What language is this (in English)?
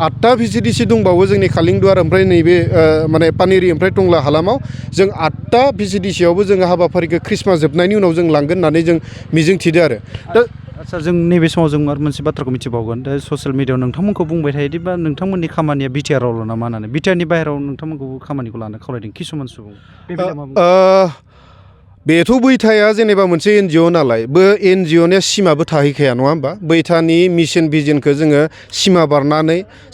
Bodo